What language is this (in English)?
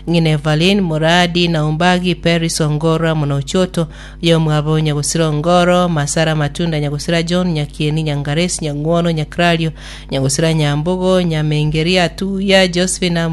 Gusii